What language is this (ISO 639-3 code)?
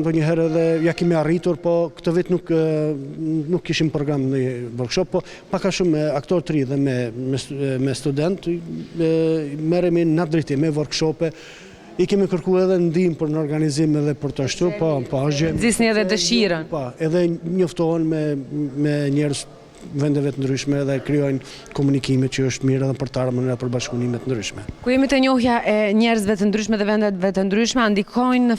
sqi